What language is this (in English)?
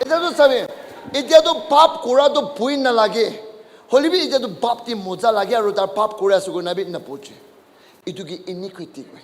Naga Pidgin